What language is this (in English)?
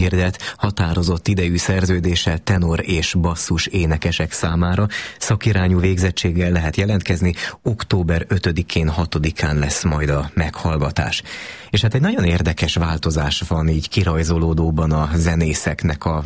Hungarian